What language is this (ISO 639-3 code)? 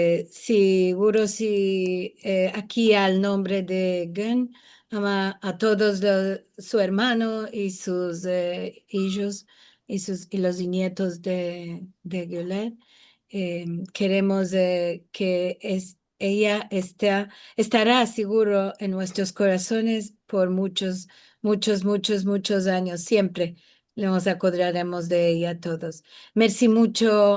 lad